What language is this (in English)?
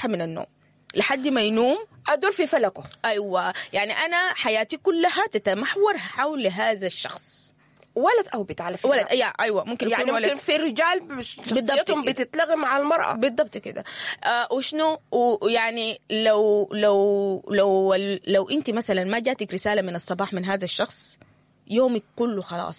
Sudanese Arabic